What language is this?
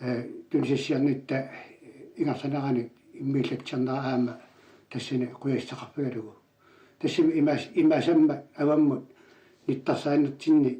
Kalaallisut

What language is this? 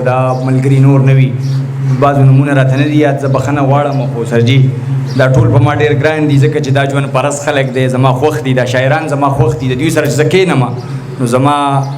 Pashto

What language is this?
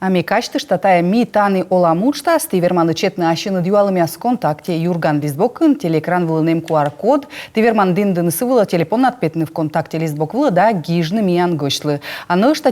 Komi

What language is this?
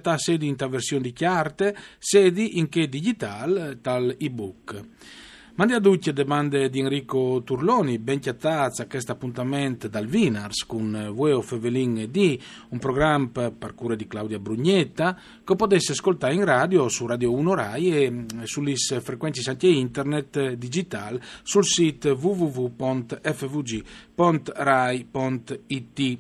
Friulian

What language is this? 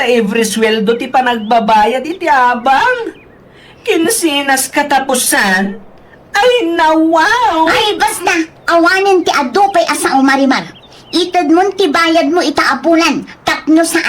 Iloko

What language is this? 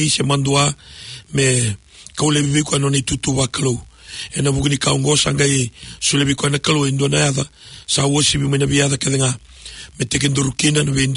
Fijian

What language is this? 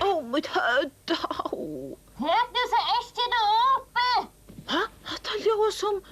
Faroese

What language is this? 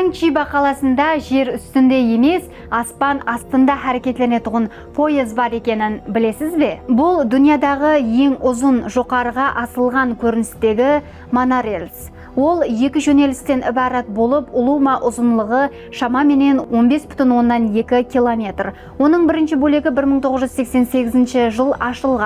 Kara-Kalpak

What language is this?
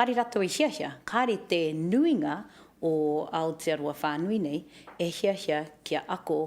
Māori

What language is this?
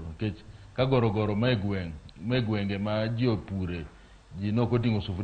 Luo (Kenya and Tanzania)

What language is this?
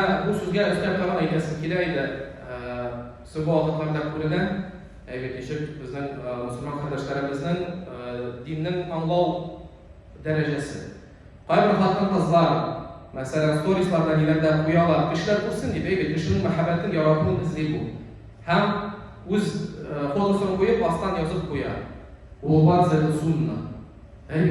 Tatar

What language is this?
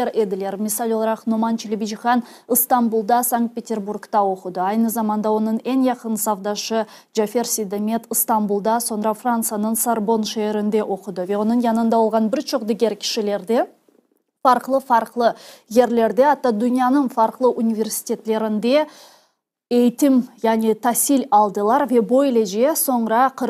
Crimean Tatar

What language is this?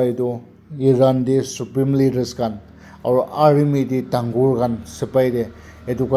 Naga Pidgin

